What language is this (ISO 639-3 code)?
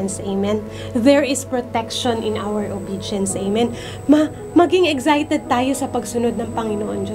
fil